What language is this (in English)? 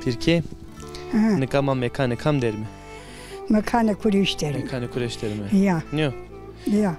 Zaza